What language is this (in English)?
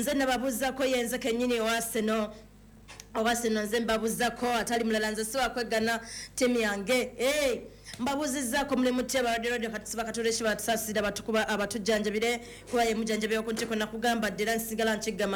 Ganda